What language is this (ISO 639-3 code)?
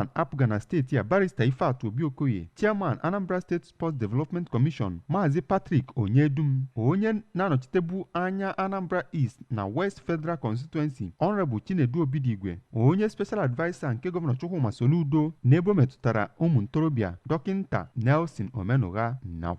ibo